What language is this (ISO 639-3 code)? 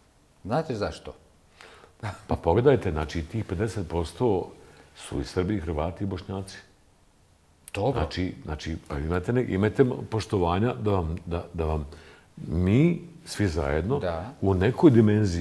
bos